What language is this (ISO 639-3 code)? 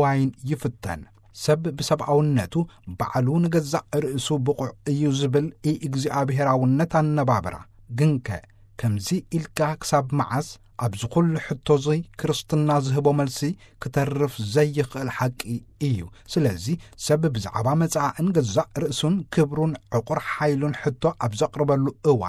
tir